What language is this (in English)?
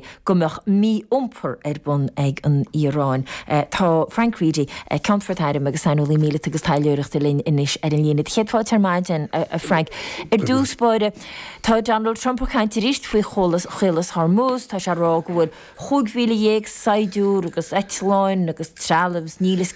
Irish